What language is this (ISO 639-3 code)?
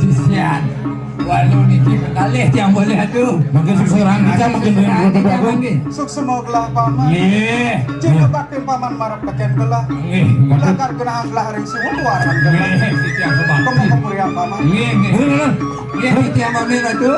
ban